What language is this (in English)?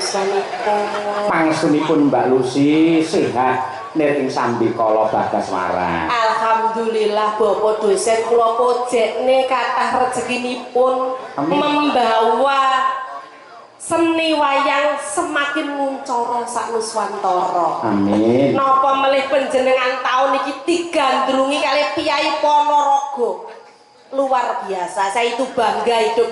Javanese